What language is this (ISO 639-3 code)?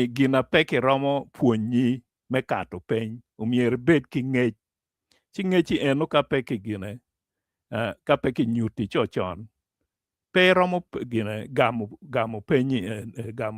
ach